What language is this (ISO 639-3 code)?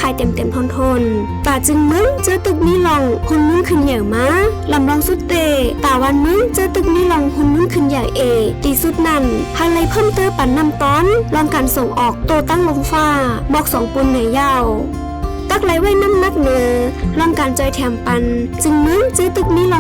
shn